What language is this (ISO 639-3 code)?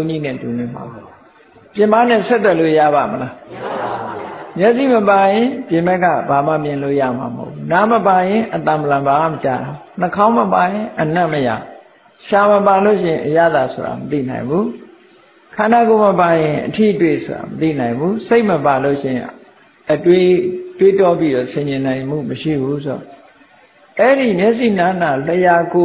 mya